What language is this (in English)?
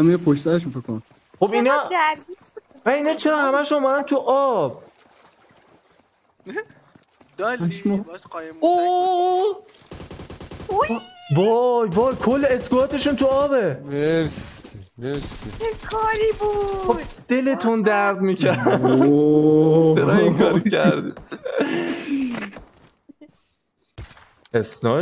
Persian